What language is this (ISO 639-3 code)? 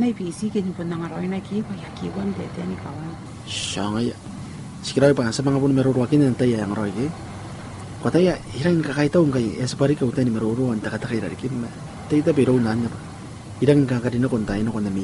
gil